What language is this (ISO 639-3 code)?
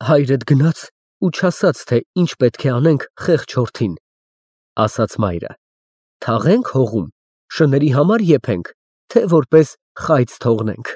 hye